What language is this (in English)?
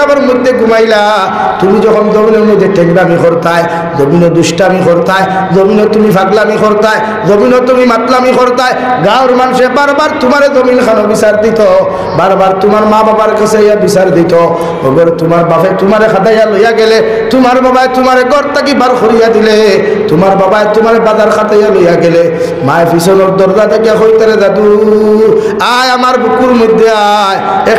Sylheti